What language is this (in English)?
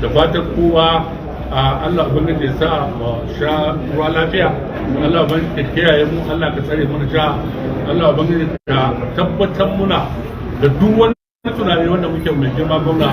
Hausa